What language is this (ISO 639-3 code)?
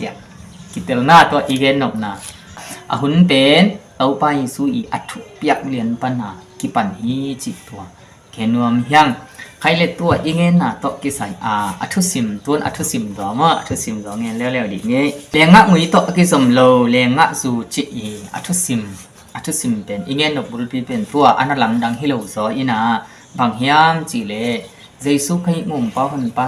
ctd